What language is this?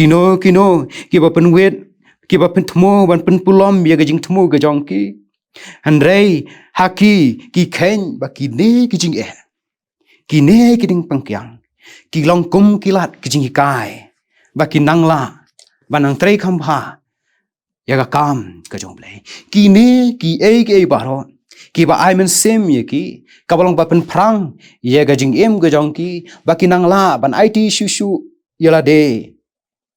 Khasi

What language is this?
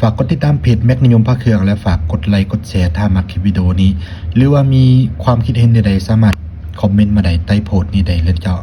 Lao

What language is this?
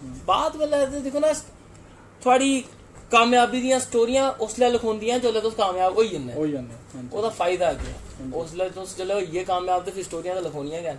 Dogri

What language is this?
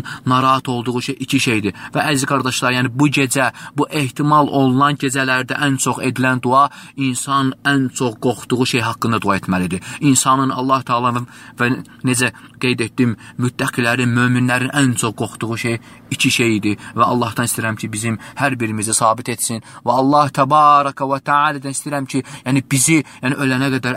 Azerbaijani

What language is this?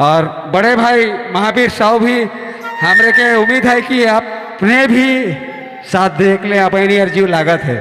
Sadri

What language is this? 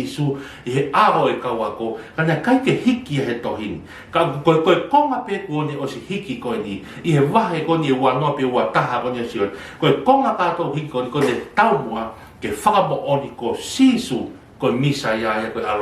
Tongan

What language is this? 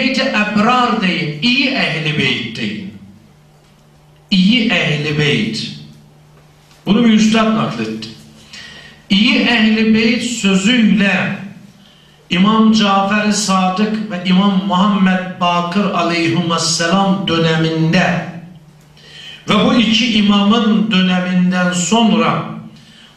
Turkish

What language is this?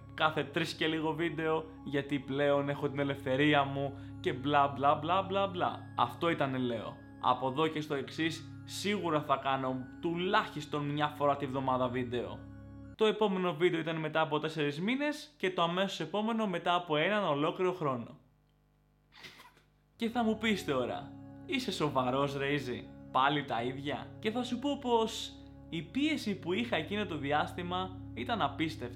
Greek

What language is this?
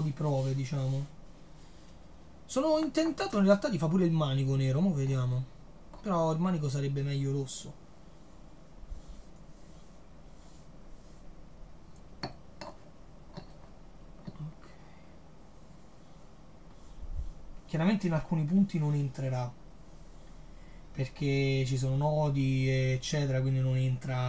Italian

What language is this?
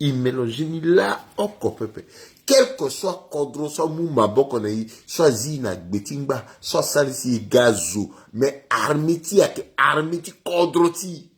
Sango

